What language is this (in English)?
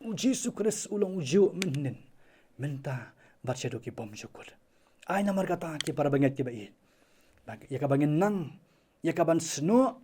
Khasi